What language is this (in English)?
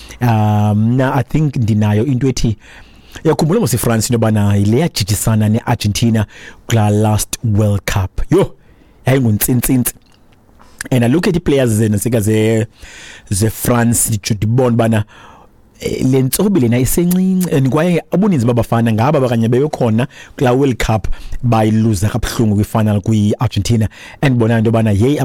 Xhosa